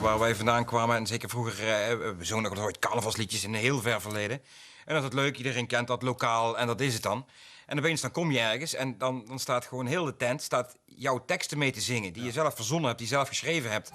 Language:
Limburgish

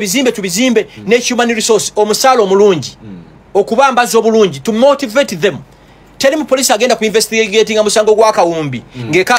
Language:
Ganda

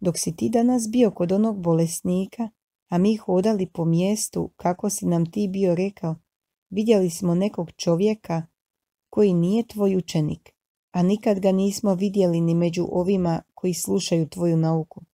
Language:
Croatian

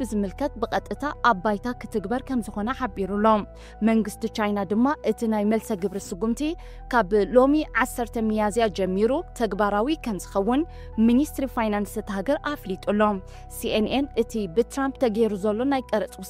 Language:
Tigrinya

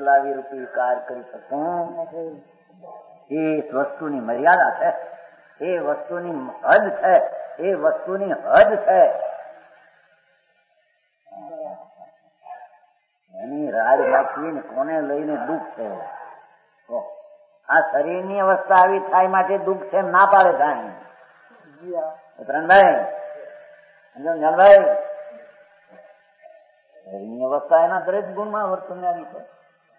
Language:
Gujarati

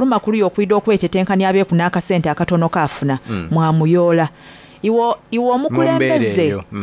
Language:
Soga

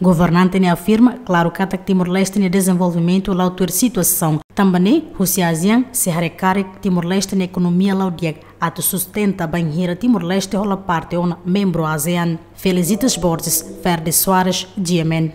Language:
Tetum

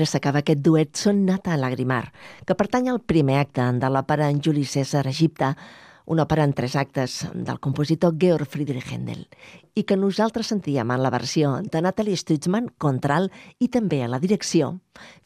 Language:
Catalan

